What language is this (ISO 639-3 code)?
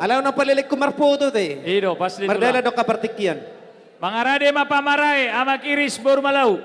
bbc